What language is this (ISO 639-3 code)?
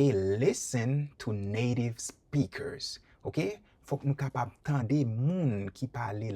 hat